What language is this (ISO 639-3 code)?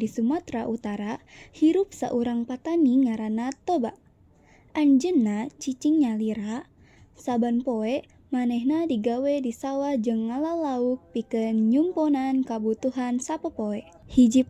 sun